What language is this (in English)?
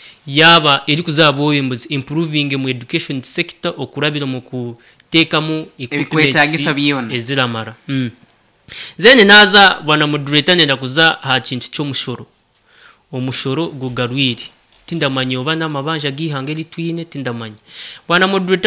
Nyoro